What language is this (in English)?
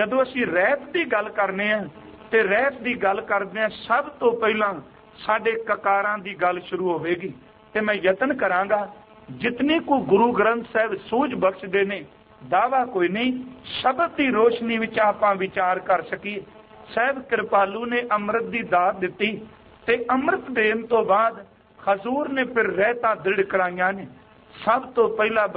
Punjabi